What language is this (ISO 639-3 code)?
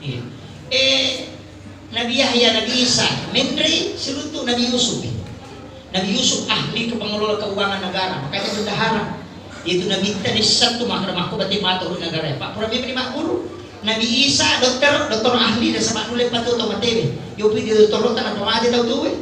bug